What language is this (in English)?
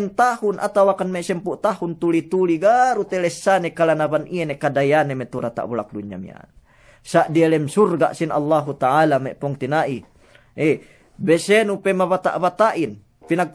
Yakan